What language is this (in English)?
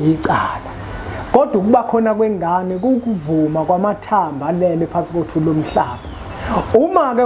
Zulu